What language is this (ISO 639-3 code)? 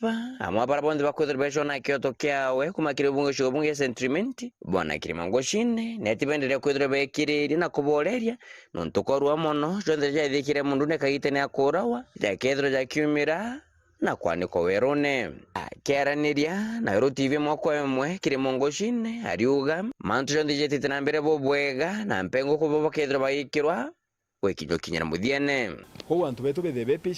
mer